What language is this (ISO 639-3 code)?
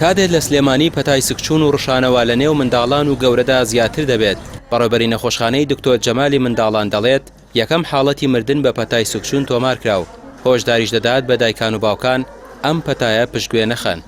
ckb